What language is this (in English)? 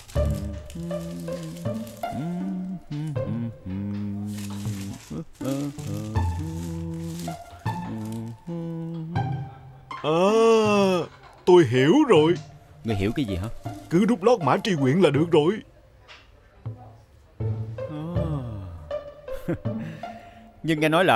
Vietnamese